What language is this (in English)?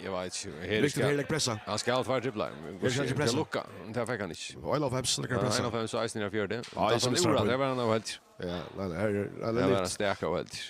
Faroese